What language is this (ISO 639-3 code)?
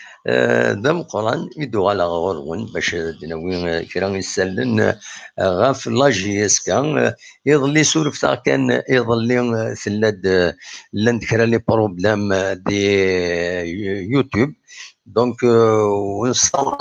kab